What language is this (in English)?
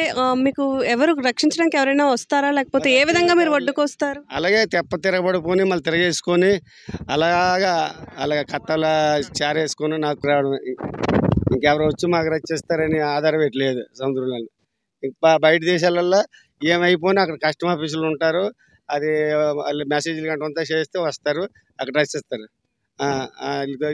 Telugu